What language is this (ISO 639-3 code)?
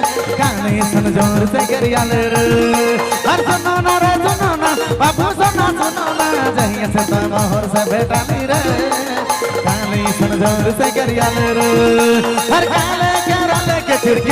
sck